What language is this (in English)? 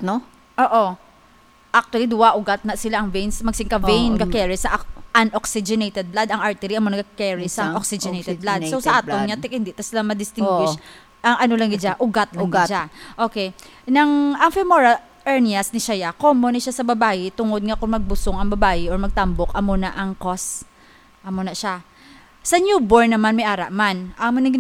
Hiligaynon